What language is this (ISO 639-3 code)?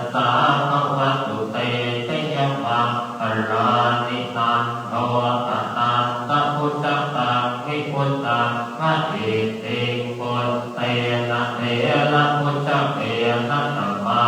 pli